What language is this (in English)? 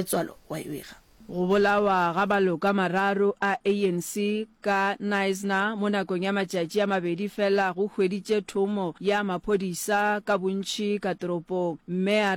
Northern Sotho